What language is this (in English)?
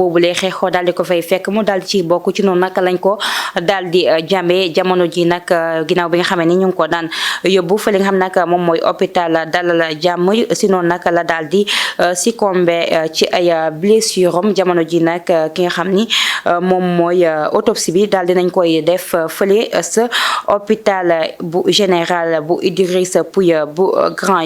Wolof